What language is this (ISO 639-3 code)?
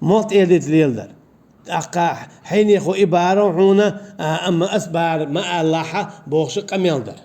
che